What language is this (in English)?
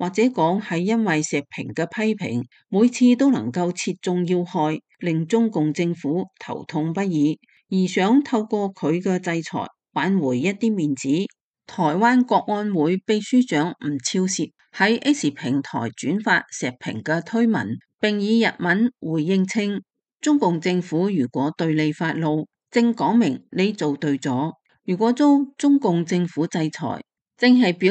Cantonese